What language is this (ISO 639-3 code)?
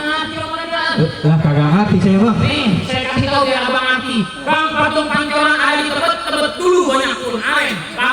bew